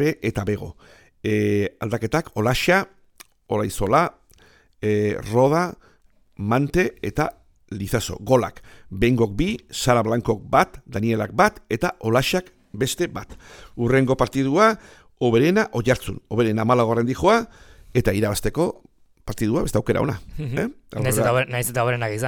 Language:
Basque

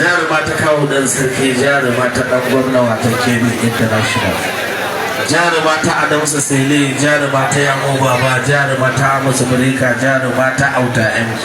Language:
Hausa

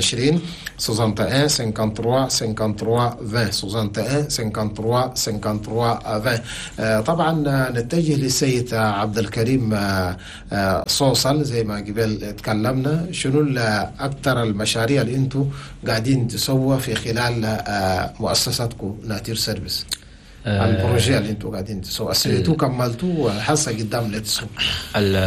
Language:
Chadian Arabic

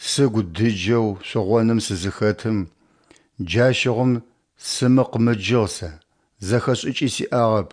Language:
Adyghe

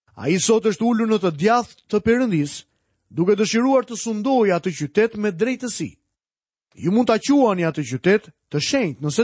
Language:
Albanian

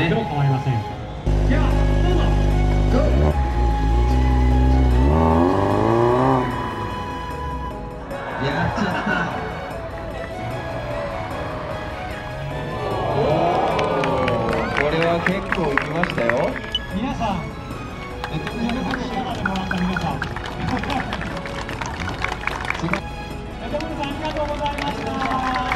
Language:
Japanese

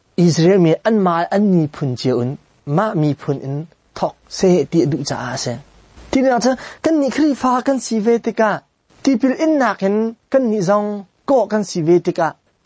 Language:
Hakha Chin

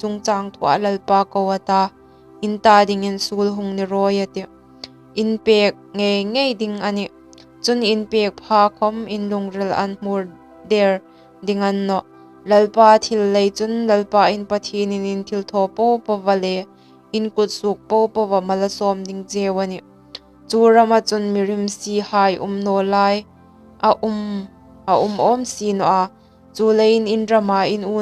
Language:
Hmar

